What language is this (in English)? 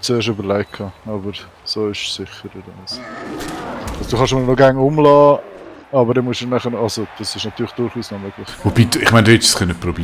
Swiss German